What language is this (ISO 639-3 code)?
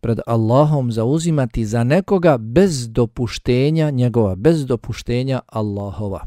bos